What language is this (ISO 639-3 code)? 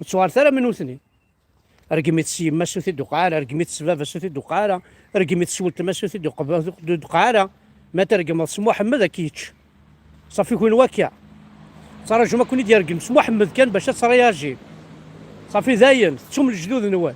kab